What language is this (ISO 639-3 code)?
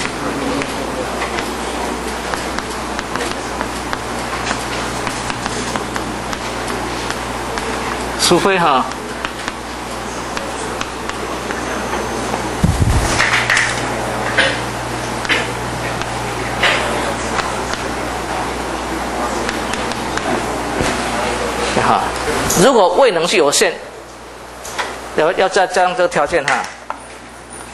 zho